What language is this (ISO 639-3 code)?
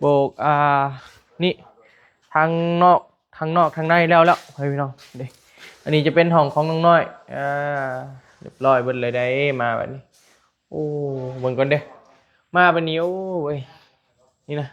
tts